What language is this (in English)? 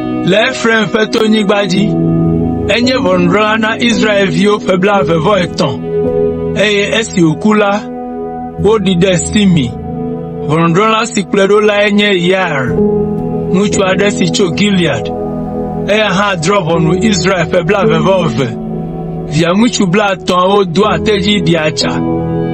Ewe